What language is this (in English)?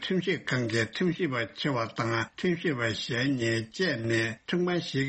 Tibetan